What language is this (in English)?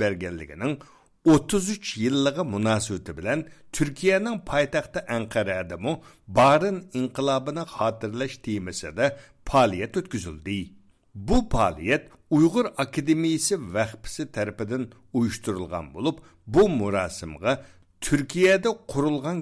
Uyghur